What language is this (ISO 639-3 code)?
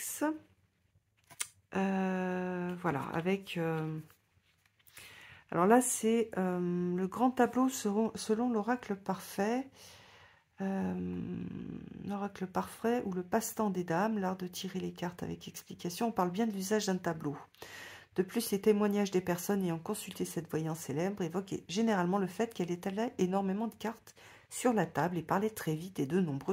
fra